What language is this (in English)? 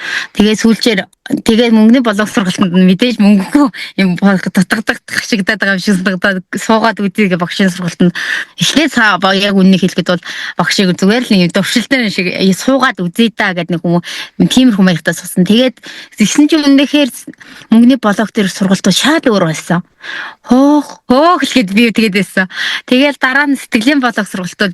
Mongolian